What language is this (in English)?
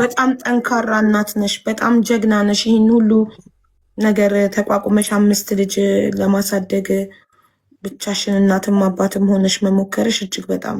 Amharic